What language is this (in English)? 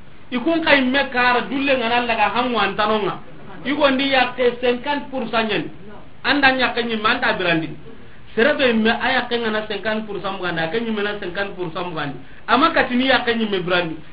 Soninke